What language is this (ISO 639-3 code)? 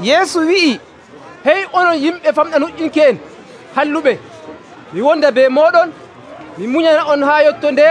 fuv